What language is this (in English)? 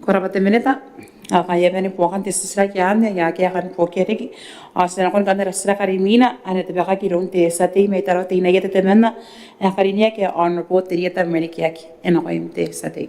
Gilbertese